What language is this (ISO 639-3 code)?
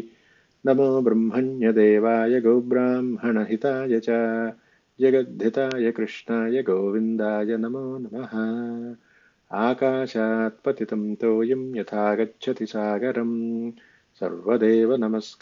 san